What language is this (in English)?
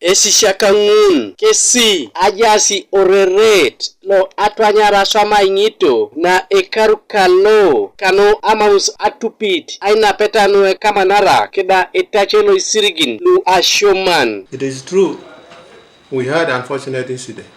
Teso